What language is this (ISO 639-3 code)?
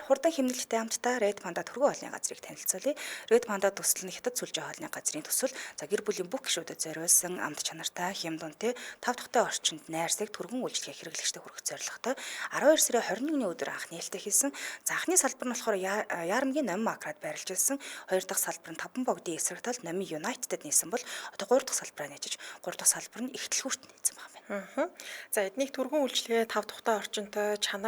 mon